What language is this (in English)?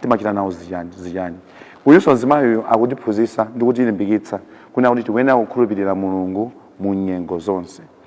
Nyanja